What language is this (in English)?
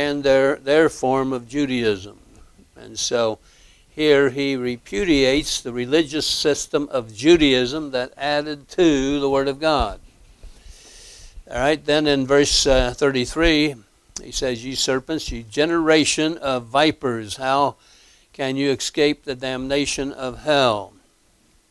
English